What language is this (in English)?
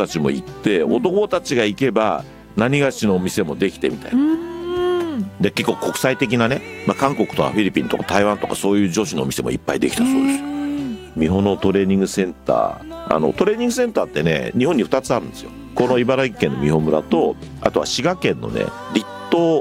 Japanese